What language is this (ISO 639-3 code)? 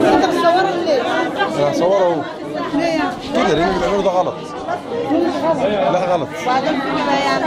arz